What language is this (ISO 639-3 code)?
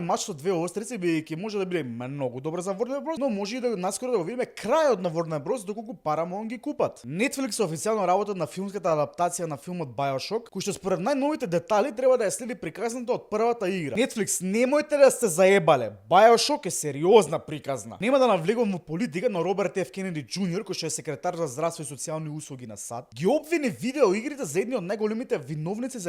mkd